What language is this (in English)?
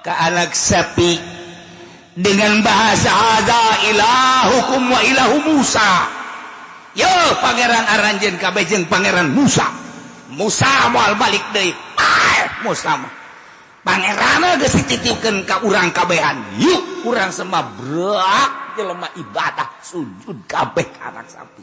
Sundanese